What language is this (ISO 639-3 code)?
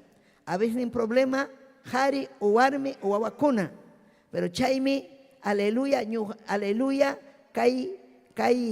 quy